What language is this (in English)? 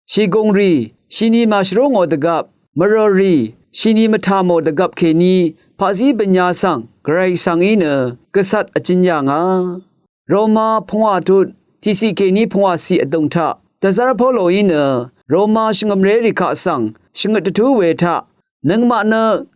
Rawang